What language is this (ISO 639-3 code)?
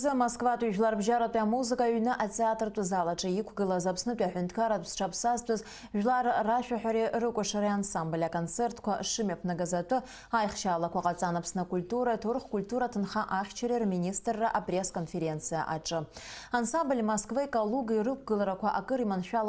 abk